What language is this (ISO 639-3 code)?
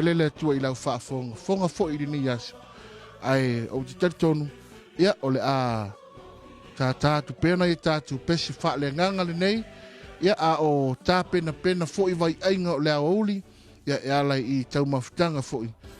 smo